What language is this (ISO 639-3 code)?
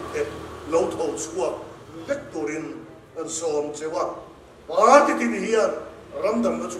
lus